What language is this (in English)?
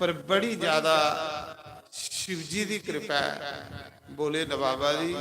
Dogri